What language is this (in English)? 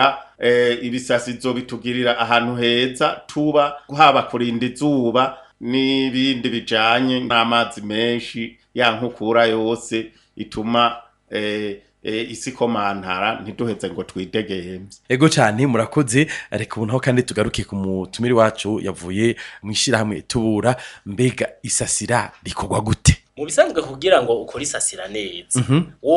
Rundi